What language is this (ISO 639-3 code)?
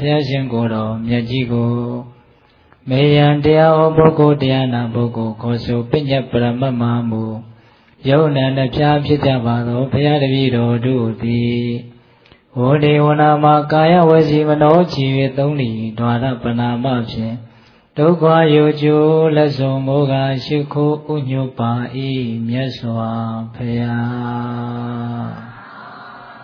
mya